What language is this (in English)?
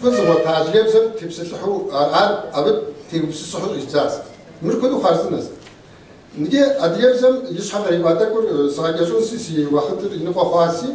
Kabardian